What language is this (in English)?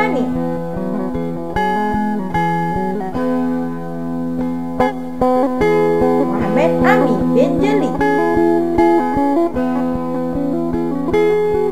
Malay